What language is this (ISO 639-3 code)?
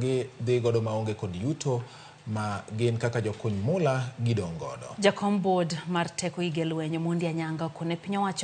luo